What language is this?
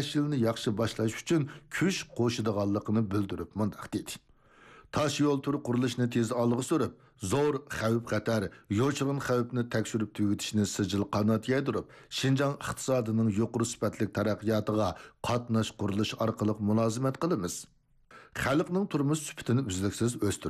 Uyghur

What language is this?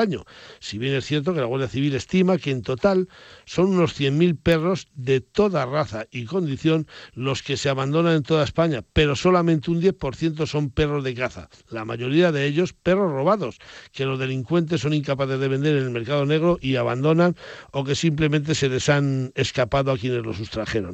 Spanish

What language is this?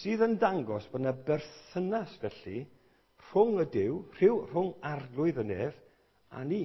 Welsh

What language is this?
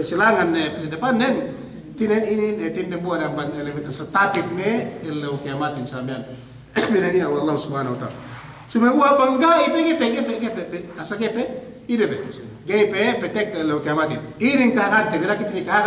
Yakan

